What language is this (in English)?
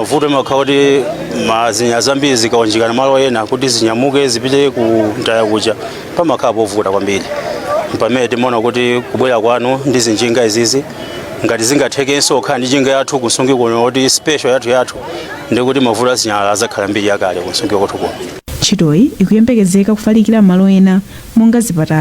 Nyanja